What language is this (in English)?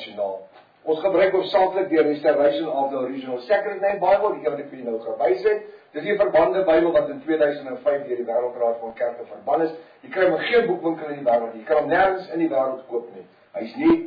Afrikaans